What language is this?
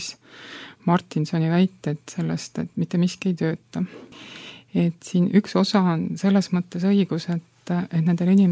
Estonian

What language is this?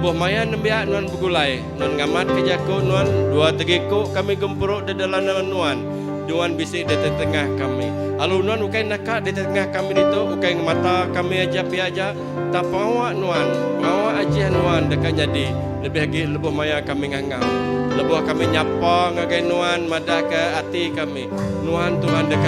Iban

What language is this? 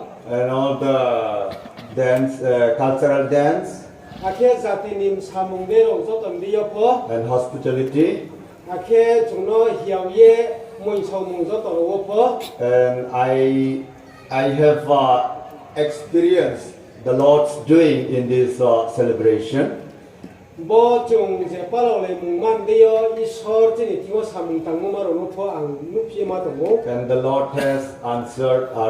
Riang (India)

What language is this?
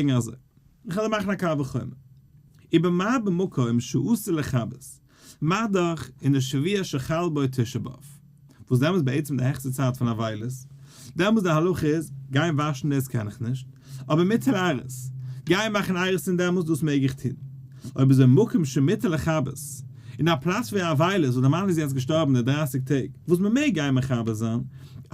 Yiddish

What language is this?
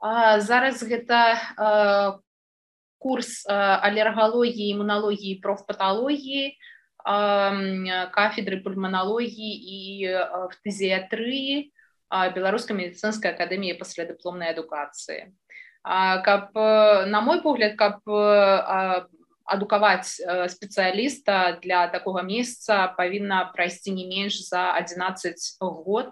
Belarusian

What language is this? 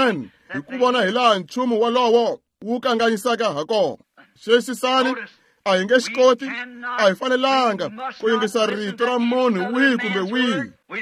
Tsonga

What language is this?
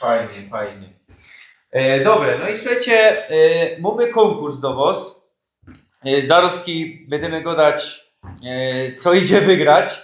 Silesian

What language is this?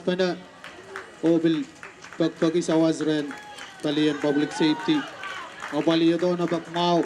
Pohnpeian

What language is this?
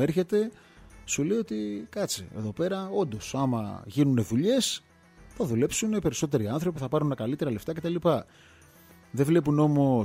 Greek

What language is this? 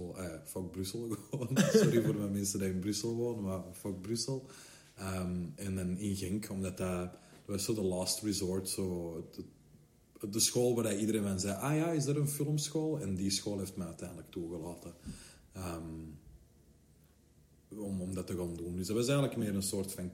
Dutch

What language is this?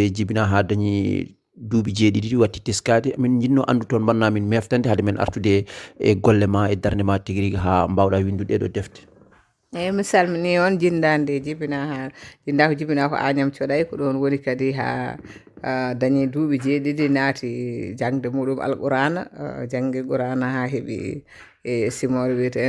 Fula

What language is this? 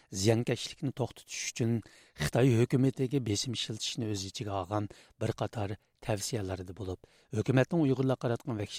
Uyghur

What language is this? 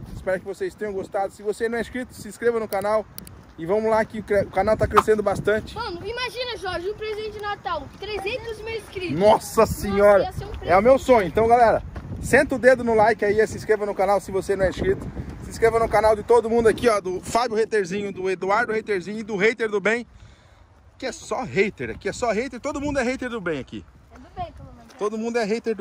Portuguese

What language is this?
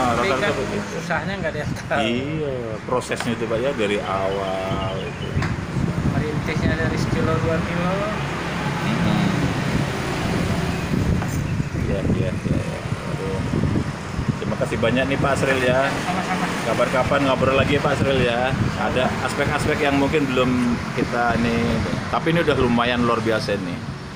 Indonesian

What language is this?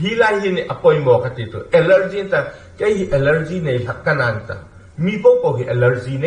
Hmar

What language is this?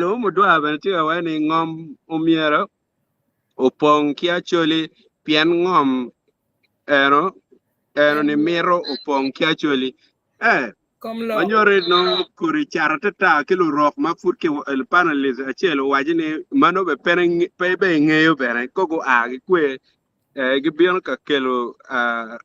Acoli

